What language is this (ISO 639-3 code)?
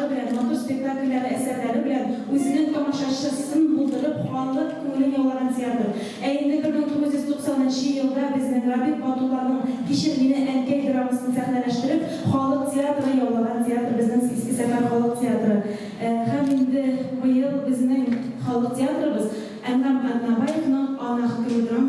tat